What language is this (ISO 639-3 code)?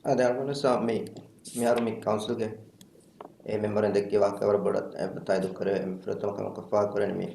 div